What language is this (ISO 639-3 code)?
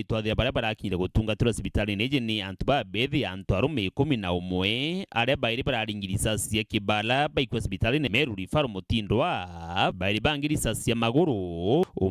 mer